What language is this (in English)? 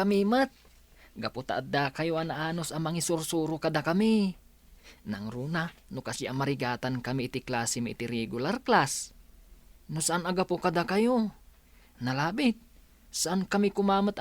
Iloko